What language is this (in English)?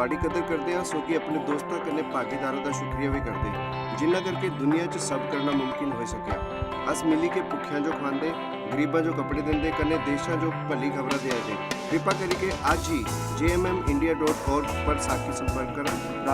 Dogri